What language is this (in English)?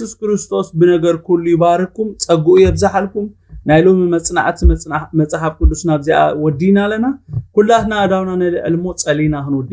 Tigrinya